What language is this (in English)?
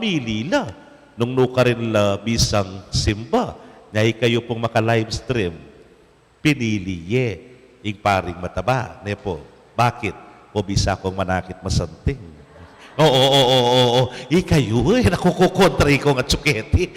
Pampanga